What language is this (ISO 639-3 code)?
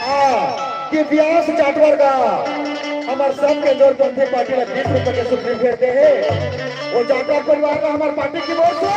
hne